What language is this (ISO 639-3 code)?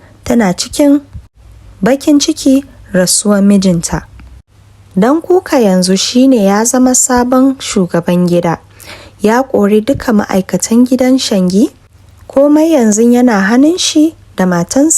hau